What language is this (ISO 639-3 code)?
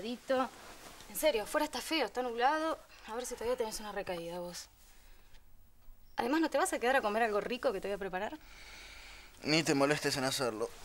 spa